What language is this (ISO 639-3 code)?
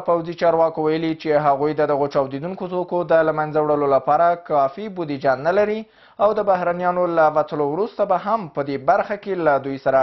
pus